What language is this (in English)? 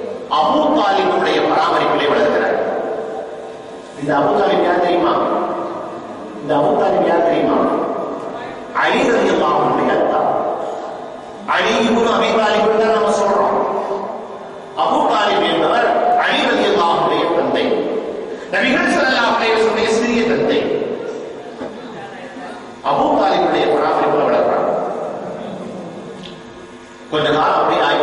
Tamil